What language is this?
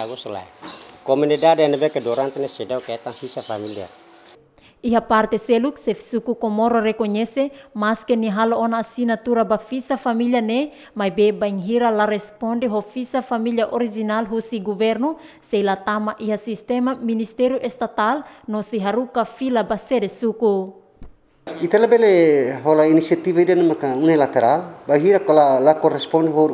Tetum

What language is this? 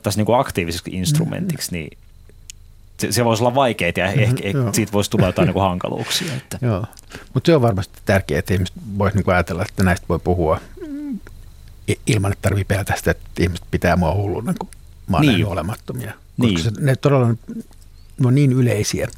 Finnish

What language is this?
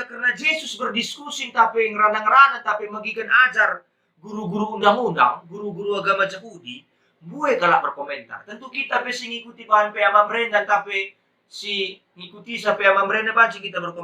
Batak Karo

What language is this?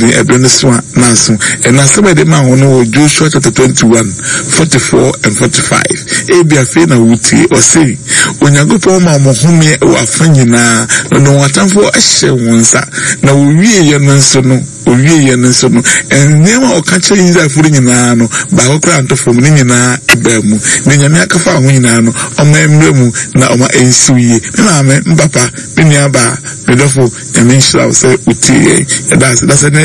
Akan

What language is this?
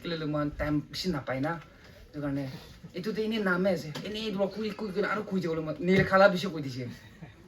Rongmei Naga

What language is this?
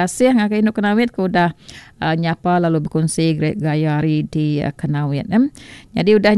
Iban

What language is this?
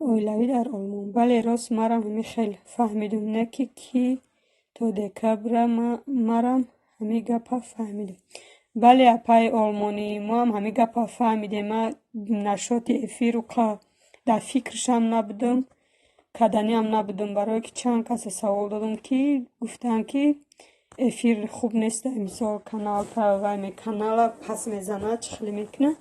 Tajik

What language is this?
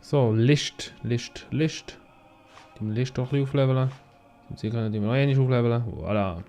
Swiss German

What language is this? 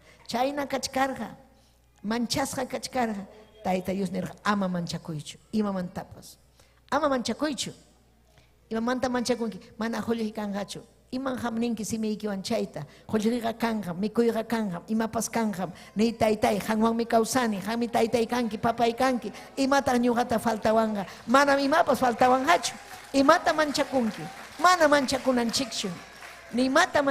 Ayacucho Quechua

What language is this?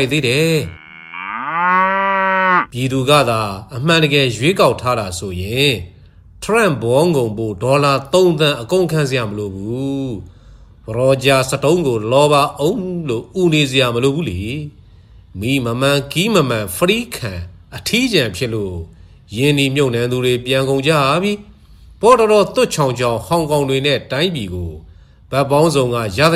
Burmese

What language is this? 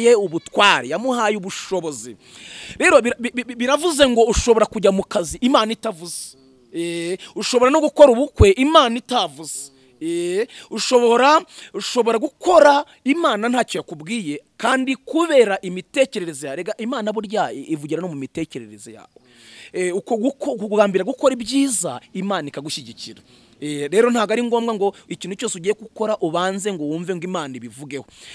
Kinyarwanda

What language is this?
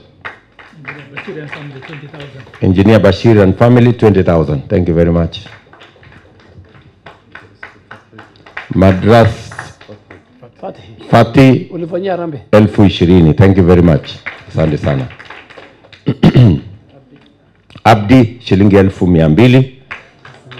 Swahili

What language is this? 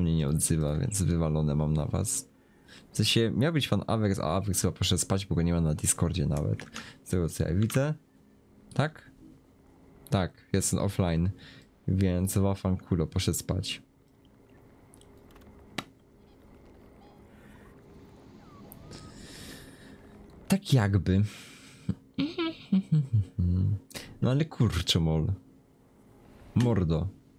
Polish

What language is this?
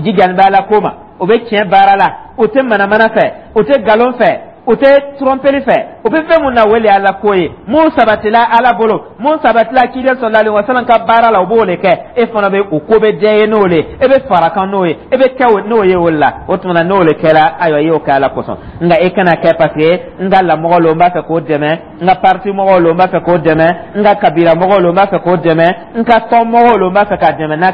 Dyula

